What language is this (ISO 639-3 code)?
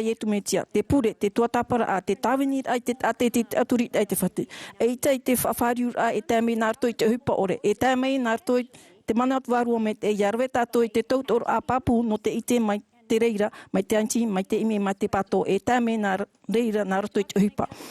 tah